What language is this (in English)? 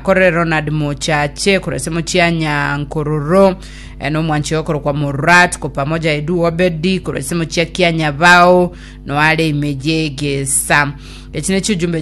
Gusii